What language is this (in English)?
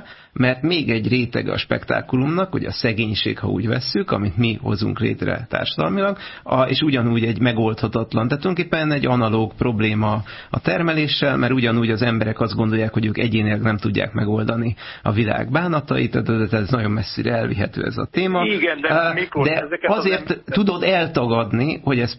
Hungarian